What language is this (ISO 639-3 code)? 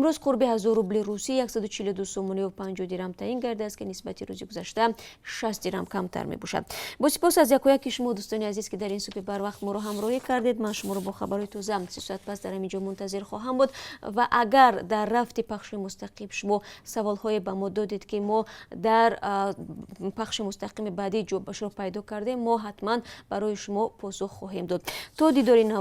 tgk